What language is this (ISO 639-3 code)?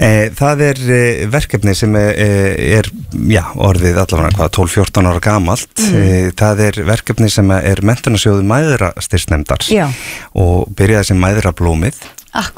isl